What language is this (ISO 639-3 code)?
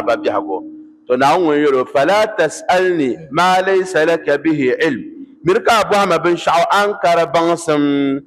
dag